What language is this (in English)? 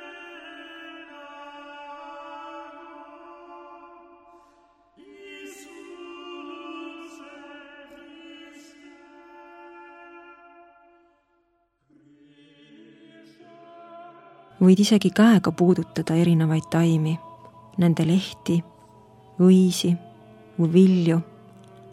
Estonian